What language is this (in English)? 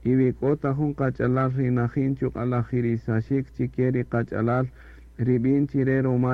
Kaqchikel